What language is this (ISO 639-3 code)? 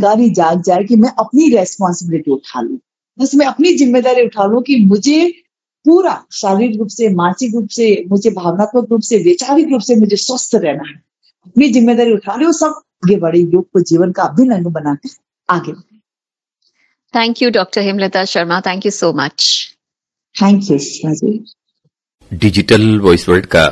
hin